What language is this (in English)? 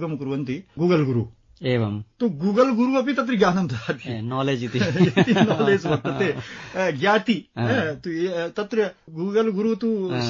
Sanskrit